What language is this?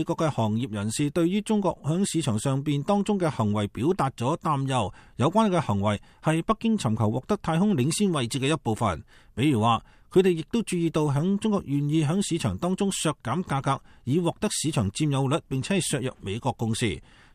Cantonese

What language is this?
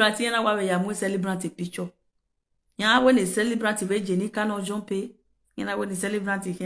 Nigerian Pidgin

